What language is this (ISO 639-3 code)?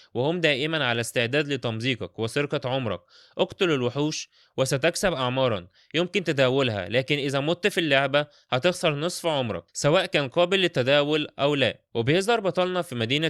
arz